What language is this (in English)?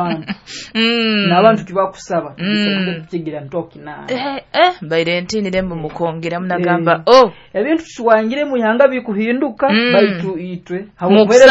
Nyoro